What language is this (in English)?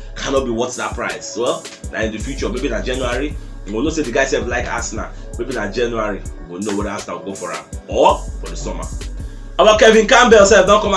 Nigerian Pidgin